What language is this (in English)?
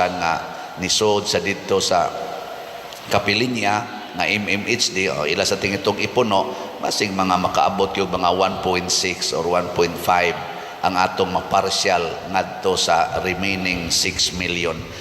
Cebuano